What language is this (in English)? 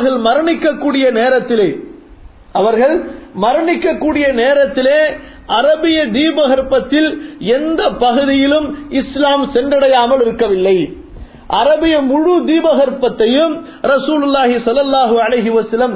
Tamil